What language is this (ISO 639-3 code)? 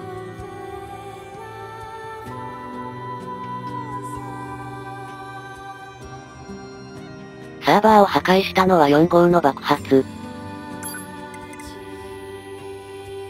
jpn